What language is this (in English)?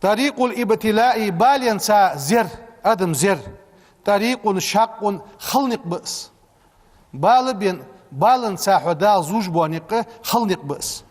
Ingush